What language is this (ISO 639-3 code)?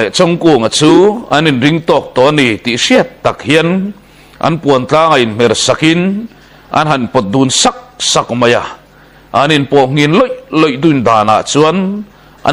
lus